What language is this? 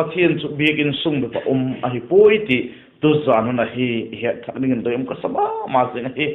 Vaiphei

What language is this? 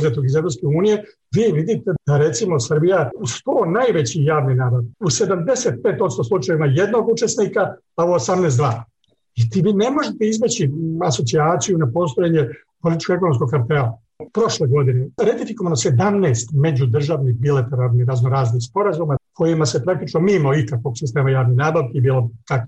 Serbian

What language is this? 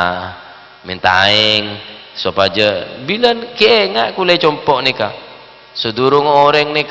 Madurese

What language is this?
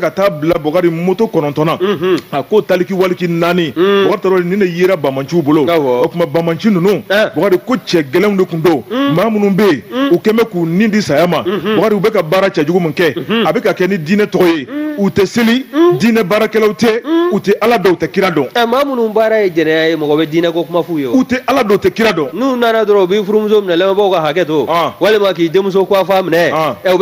Bambara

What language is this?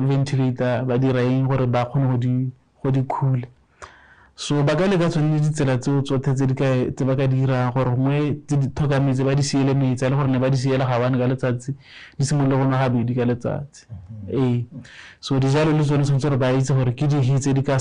Tswana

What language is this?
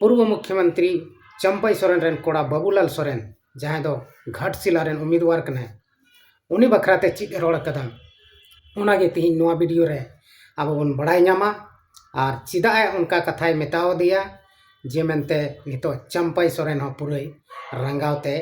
Santali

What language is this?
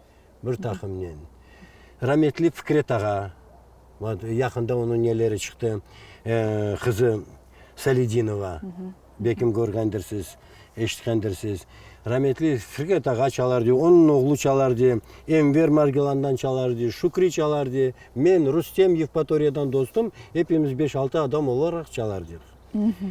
Crimean Tatar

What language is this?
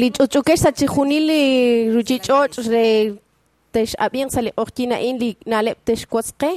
Kekchí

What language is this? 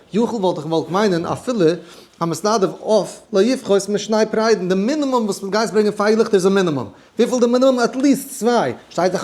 Yiddish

